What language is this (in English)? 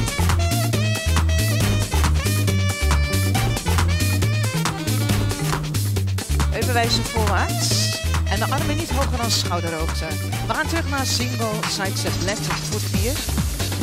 Dutch